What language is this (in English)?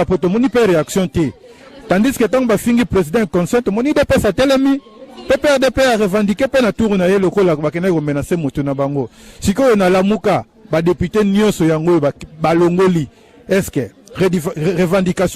Lingala